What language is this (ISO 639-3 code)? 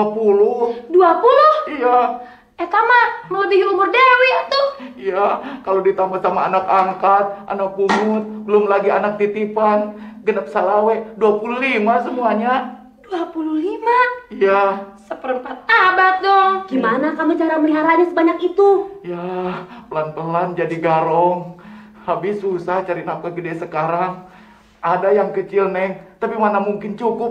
ind